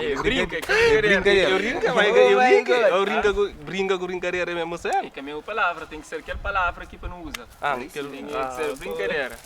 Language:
Kabuverdianu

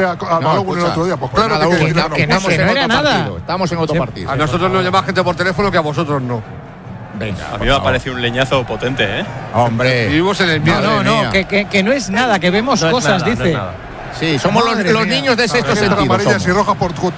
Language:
Spanish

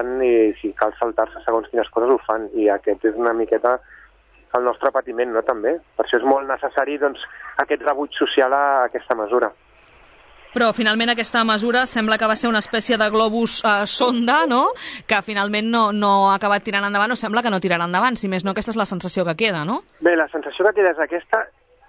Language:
Catalan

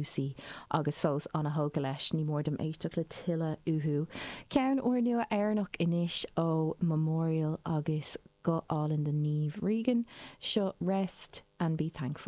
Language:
Irish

